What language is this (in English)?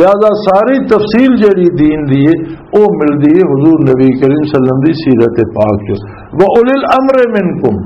Western Panjabi